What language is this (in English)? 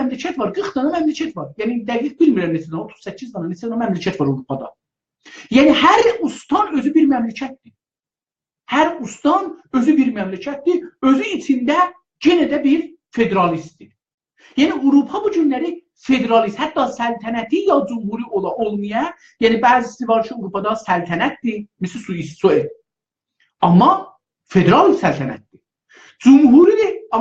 South Azerbaijani